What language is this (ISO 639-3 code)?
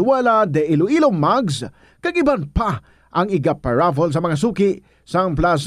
hil